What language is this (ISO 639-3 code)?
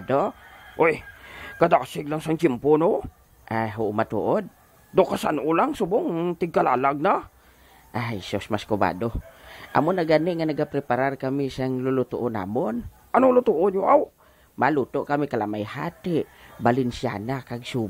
hil